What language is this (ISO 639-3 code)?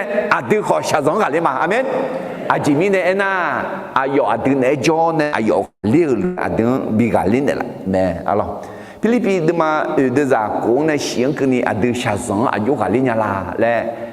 ahk